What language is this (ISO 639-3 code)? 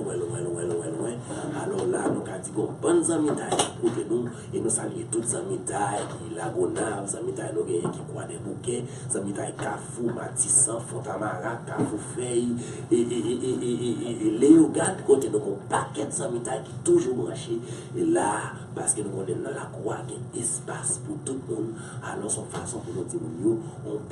hat